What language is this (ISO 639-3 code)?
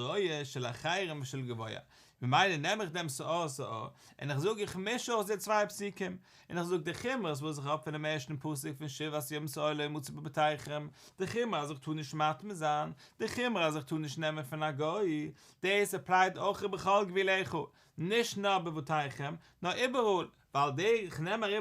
yid